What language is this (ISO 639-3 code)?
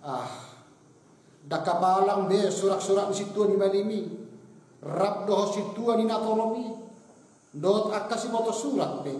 bbc